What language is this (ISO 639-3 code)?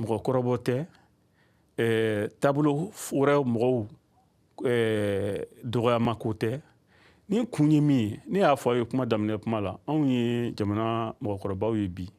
bam